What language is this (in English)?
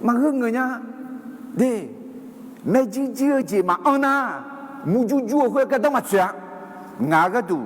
Akha